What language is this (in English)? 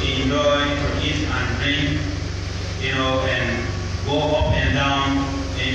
Pular